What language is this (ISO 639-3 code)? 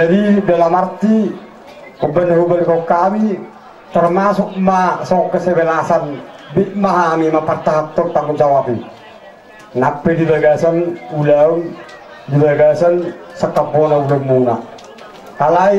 bbc